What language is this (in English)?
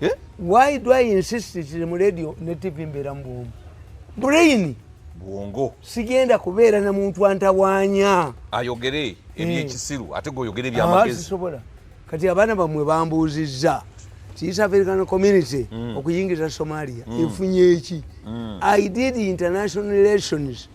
Ganda